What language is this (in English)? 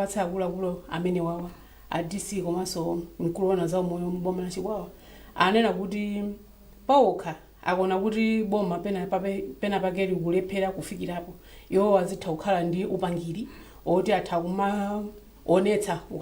Nyanja